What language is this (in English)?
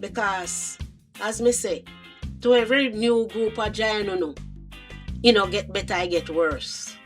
Jamaican Creole English